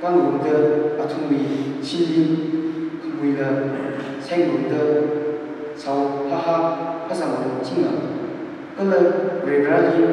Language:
Tangkhul Naga (India)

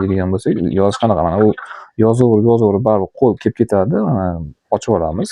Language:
Uzbek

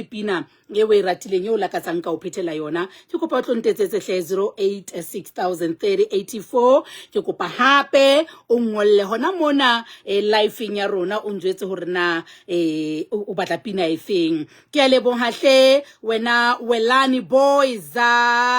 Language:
Southern Sotho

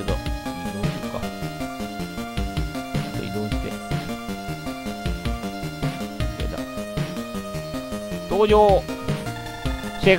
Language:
Japanese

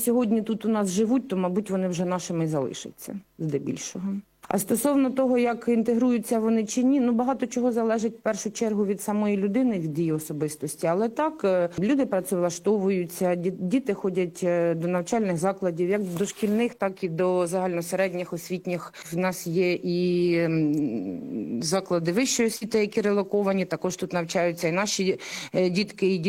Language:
Ukrainian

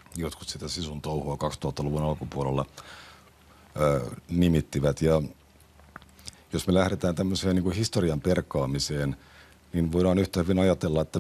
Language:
Finnish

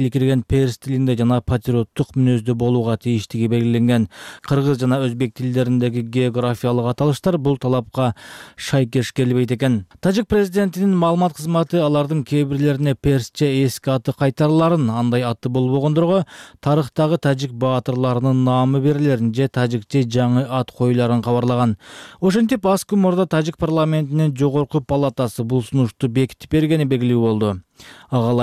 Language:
Kyrgyz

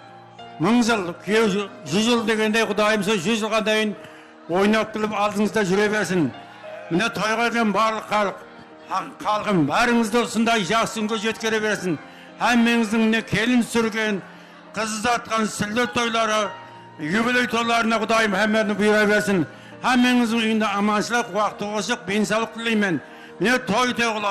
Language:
Kara-Kalpak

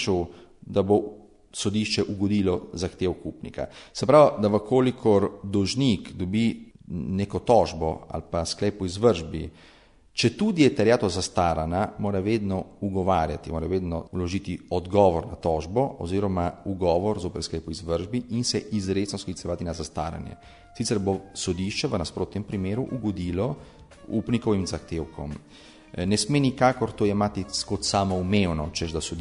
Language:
Slovenian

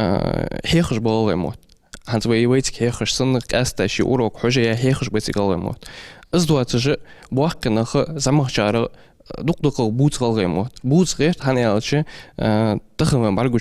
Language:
Ingush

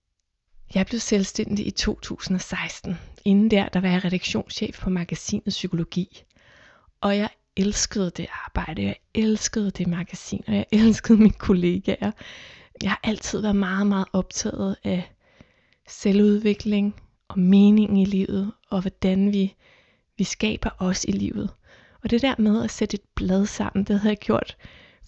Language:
Danish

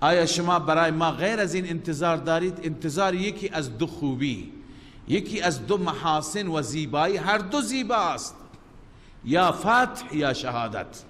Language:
Persian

